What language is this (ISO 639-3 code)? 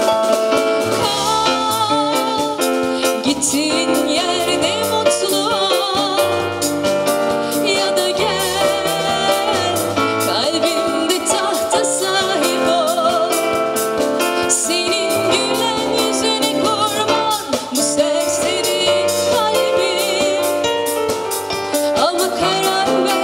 tur